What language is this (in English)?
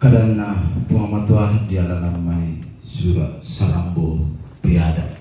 Toraja-Sa'dan